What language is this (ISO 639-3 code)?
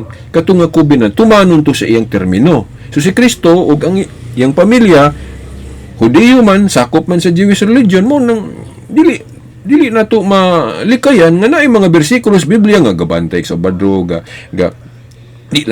ceb